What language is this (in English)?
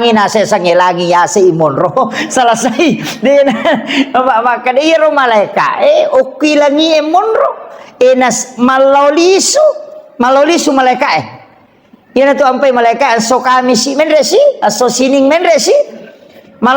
Buginese